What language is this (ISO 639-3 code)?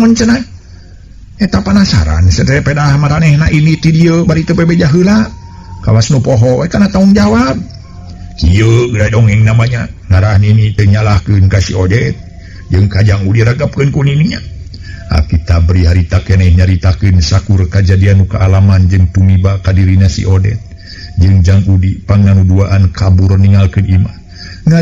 sun